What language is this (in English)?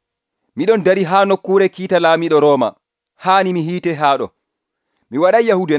Nigerian Fulfulde